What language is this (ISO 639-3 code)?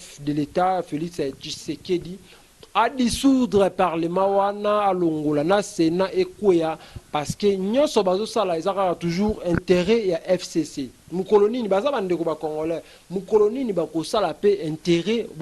lin